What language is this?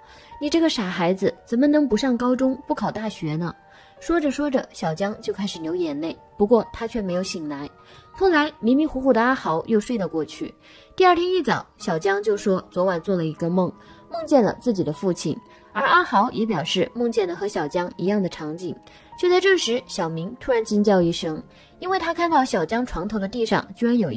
Chinese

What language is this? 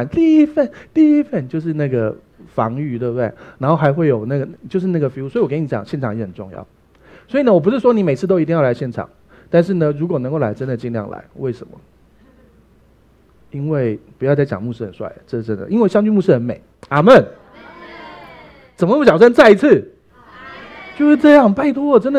Chinese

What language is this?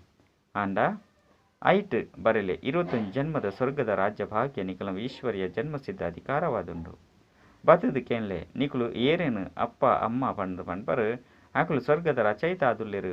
Tulu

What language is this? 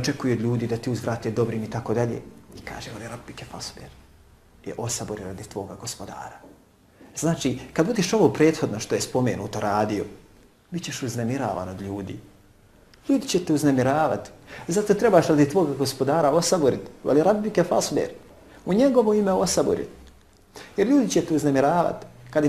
Bosnian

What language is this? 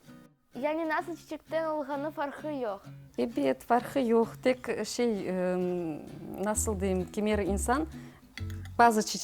Crimean Tatar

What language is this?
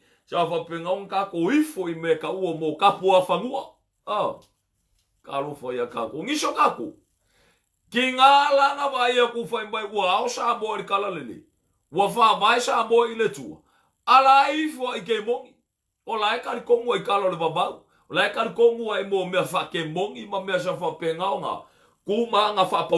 Samoan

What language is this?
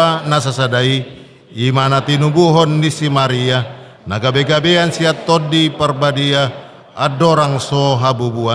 Batak Toba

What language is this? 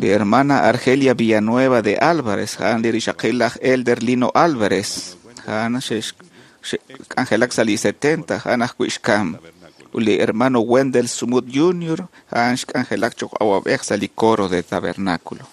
Kekchí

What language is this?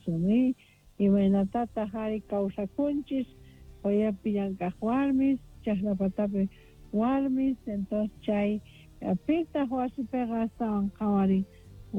South Bolivian Quechua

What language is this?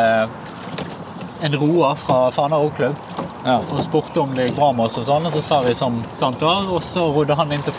Norwegian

